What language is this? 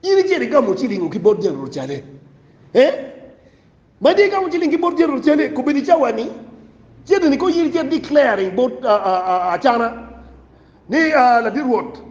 Acoli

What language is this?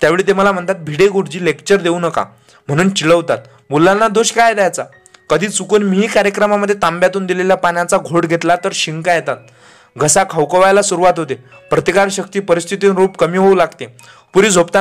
Marathi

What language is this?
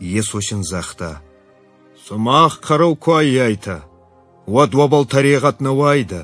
Ossetic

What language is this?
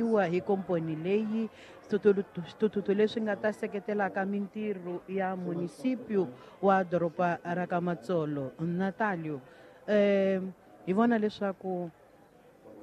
Tsonga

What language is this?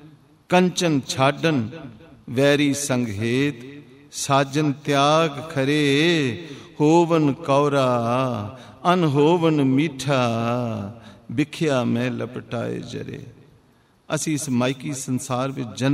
Punjabi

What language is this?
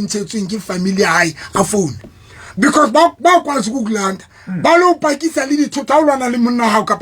Southern Sotho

